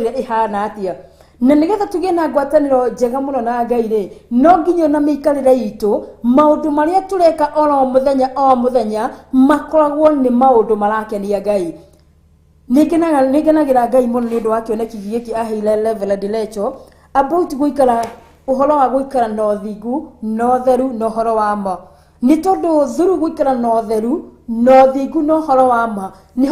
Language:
Kikuyu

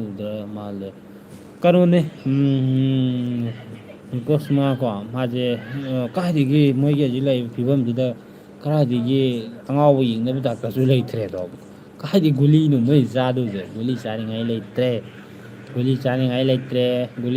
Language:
Manipuri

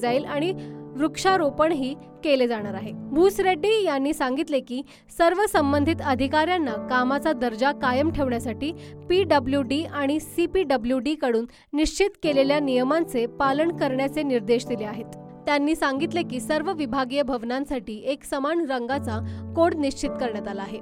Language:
Marathi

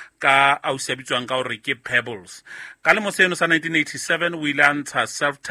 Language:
Southern Sotho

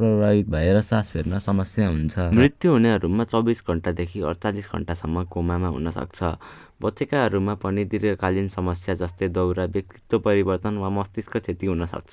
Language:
Nepali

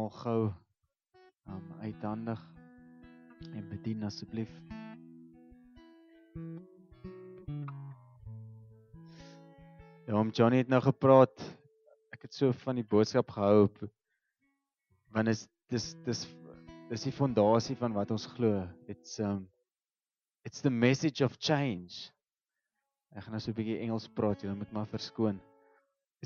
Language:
Afrikaans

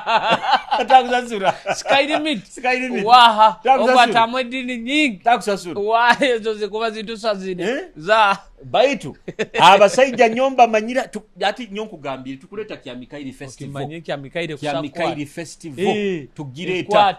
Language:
Nyoro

